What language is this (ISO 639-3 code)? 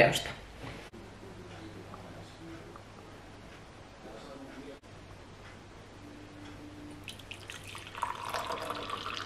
fin